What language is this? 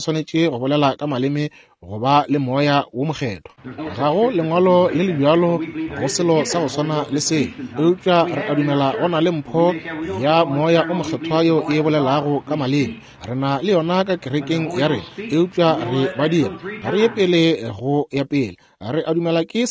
Northern Sotho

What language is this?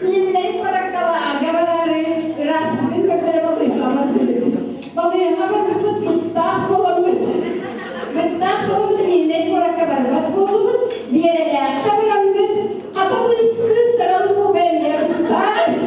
Yakut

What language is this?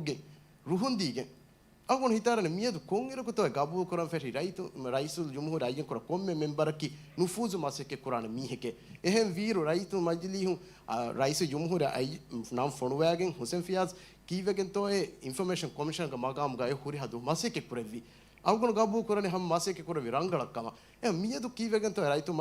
Divehi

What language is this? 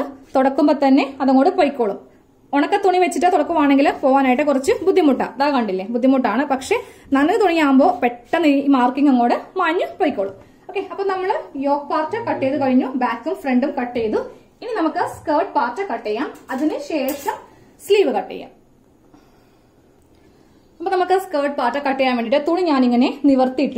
Malayalam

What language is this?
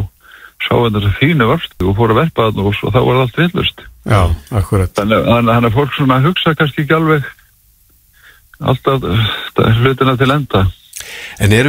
Icelandic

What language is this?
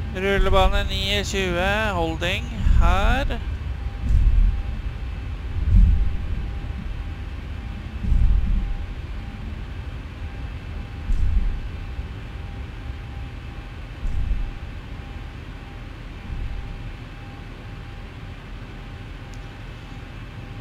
Norwegian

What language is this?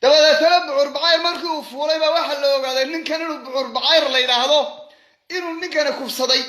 Somali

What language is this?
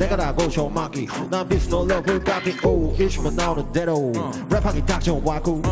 Korean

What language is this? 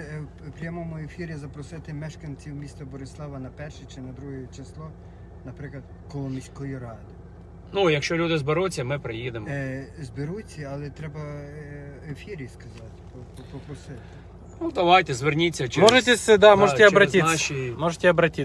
Ukrainian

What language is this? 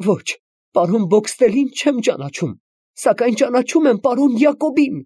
Armenian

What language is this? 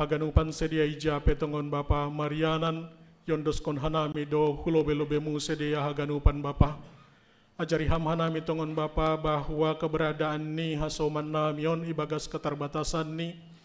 Batak Simalungun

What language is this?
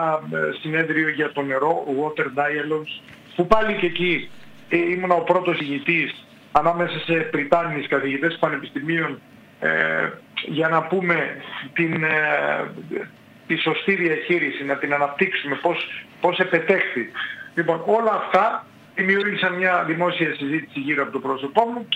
Greek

